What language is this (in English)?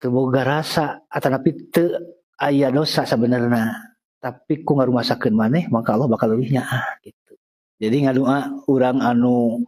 Sundanese